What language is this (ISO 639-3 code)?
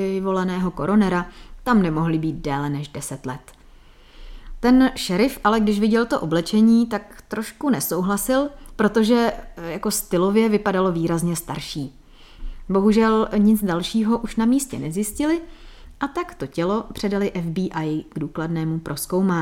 ces